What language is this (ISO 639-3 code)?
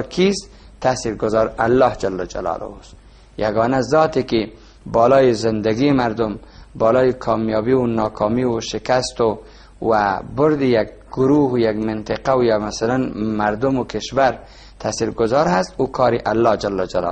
fas